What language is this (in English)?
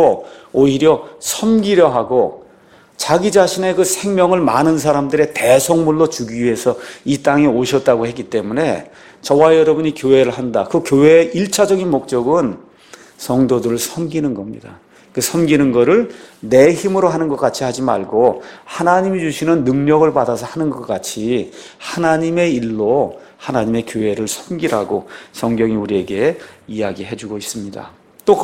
Korean